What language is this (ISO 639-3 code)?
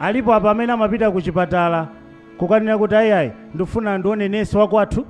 nya